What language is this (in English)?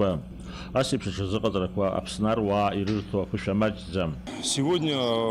Abkhazian